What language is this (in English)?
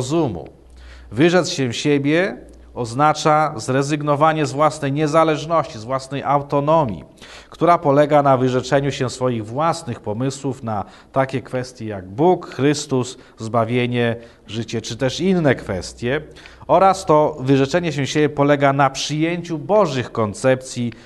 Polish